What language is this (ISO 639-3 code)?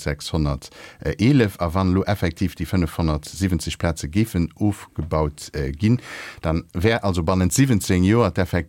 ltz